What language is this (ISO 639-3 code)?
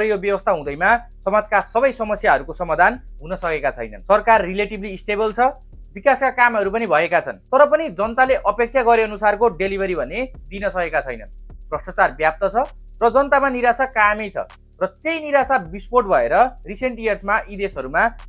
nep